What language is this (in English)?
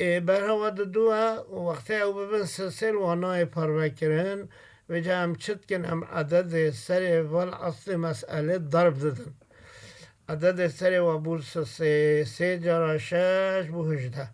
Kurdish